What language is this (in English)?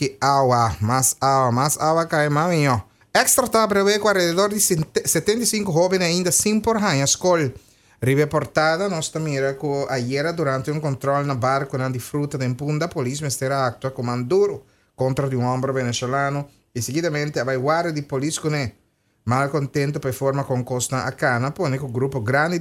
Papiamento